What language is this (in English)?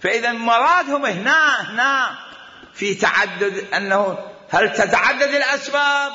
Mesopotamian Arabic